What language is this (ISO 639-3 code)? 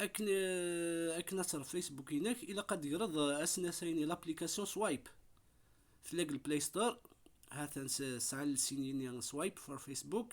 kab